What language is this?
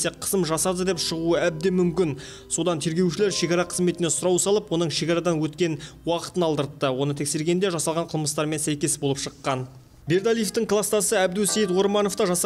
Kazakh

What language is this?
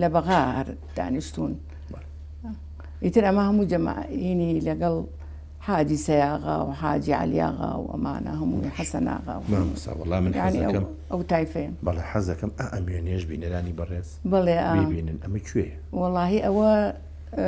Central Kurdish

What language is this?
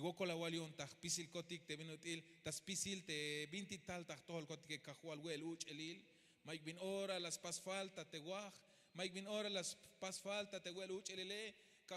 Tzeltal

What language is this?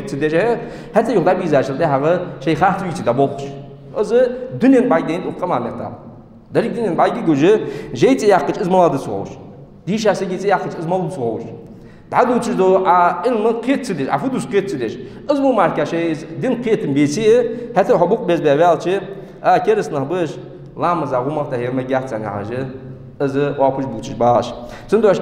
Ingush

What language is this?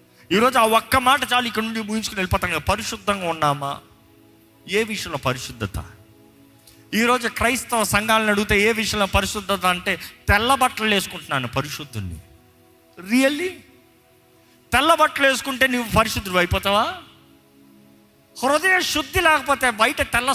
Telugu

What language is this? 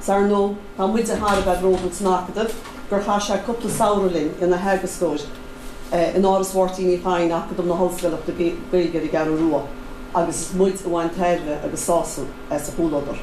Irish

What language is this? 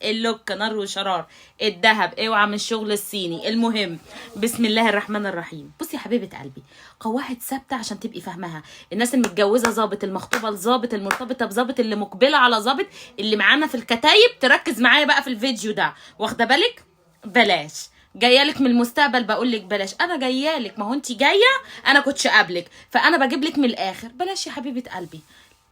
Egyptian Arabic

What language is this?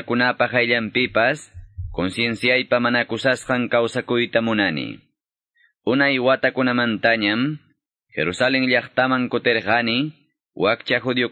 Quechua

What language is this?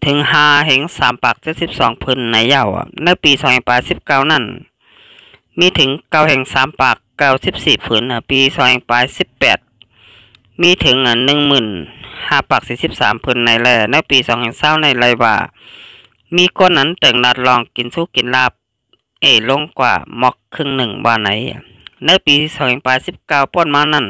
Shan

